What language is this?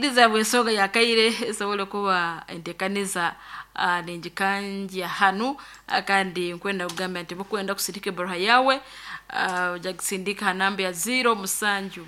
Nyankole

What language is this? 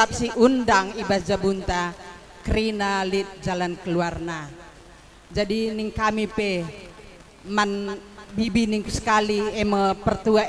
Batak Karo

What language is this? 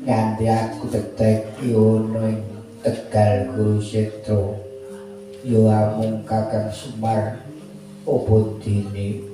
Javanese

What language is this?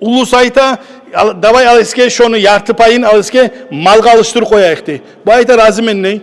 Kumyk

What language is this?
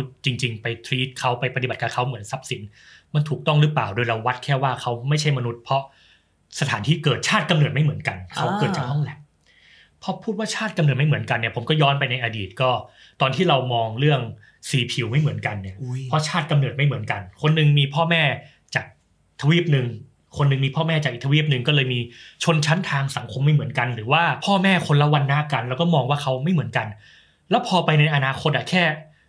Thai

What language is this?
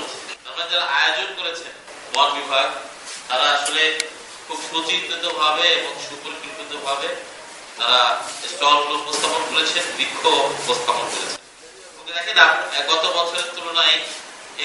Bangla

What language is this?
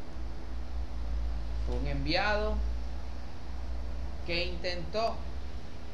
Spanish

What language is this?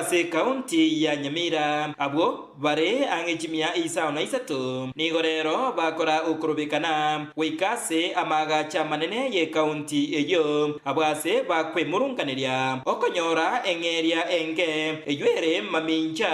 Gusii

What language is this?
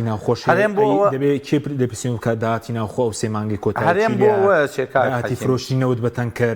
Central Kurdish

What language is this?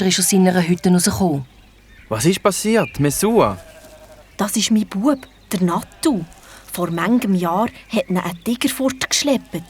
Swiss German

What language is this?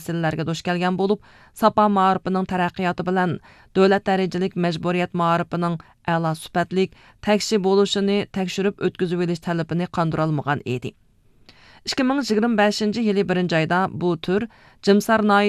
Uyghur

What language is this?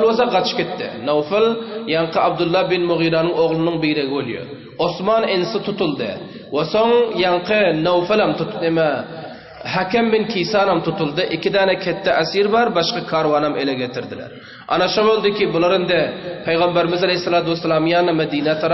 Turkmen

